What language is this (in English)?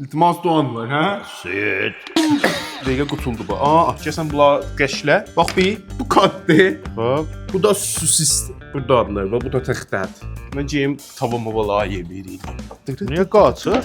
South Azerbaijani